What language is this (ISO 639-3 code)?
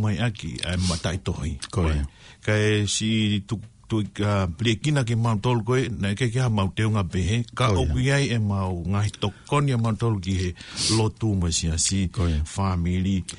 ton